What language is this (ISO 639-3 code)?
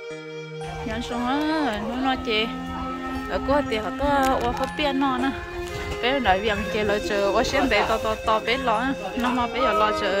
hmn